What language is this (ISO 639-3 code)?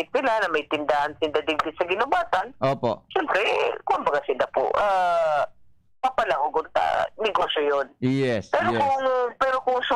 bik